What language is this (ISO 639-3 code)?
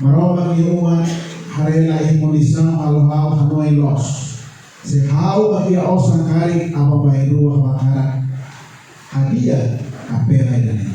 tet